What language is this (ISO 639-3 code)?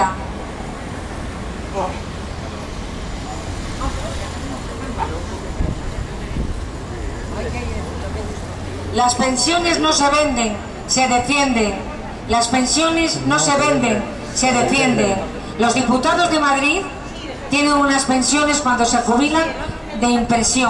spa